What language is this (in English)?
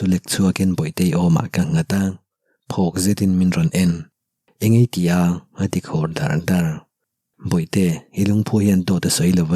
Mizo